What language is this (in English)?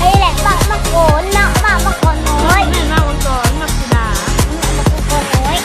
Lao